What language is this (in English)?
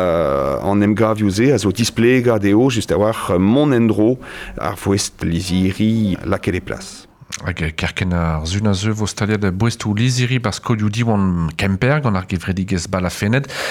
Breton